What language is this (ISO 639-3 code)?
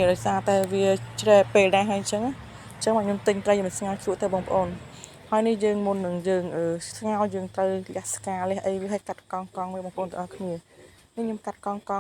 khm